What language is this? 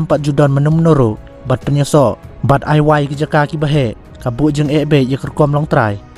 Khasi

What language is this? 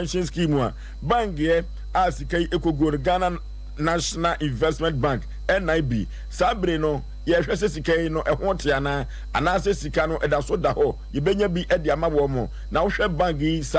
Akan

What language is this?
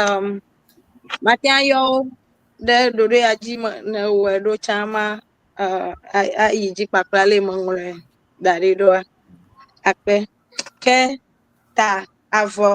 Ewe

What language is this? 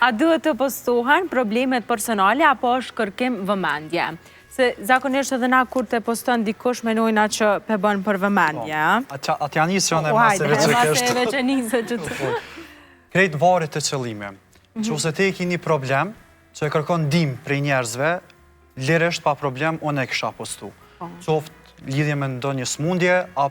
Albanian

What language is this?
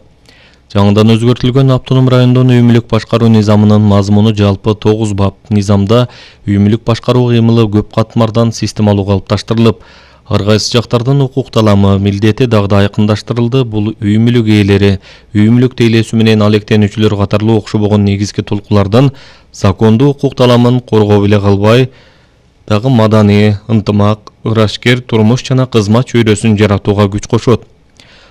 Kyrgyz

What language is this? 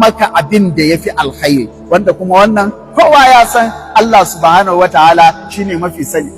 Hausa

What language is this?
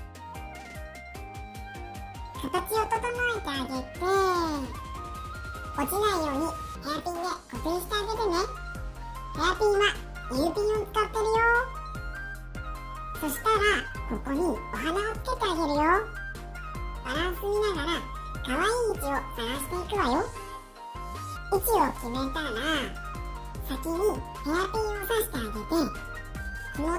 Japanese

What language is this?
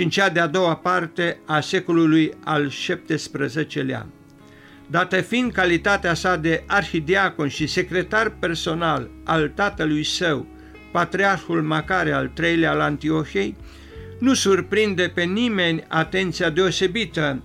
Romanian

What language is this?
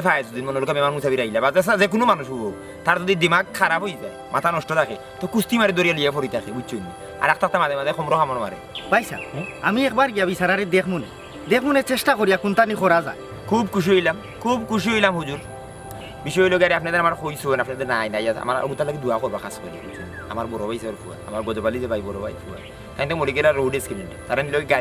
Sylheti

